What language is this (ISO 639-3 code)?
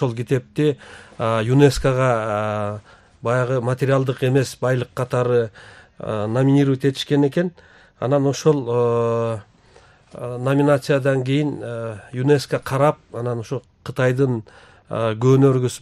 kir